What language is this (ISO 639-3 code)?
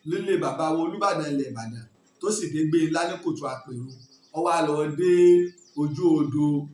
yor